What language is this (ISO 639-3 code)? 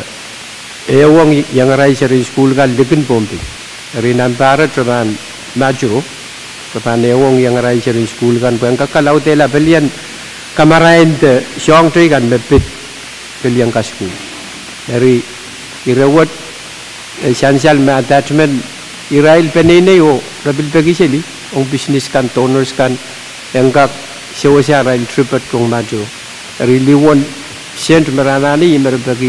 pon